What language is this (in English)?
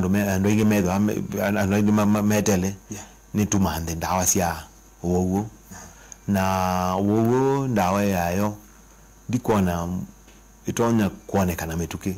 Kamba